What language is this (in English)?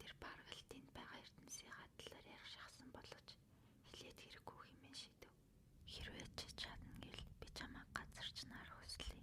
Mongolian